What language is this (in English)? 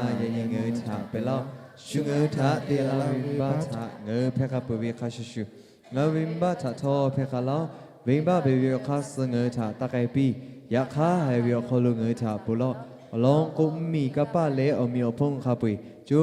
Lahu